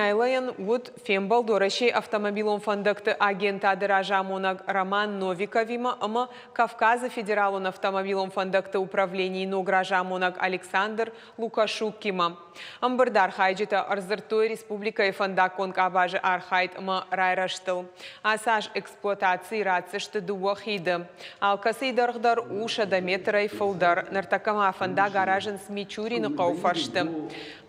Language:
Ossetic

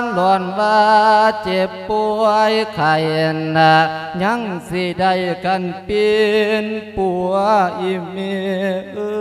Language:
Lao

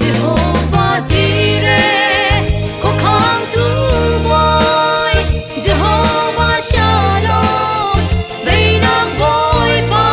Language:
Falam Chin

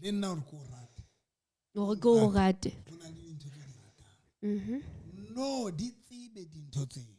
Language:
Southern Sotho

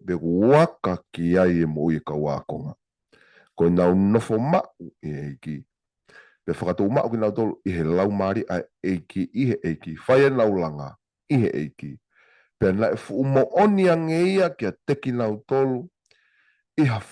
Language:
Tongan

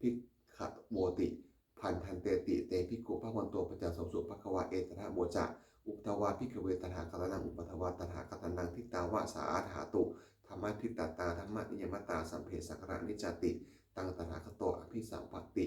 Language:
Pali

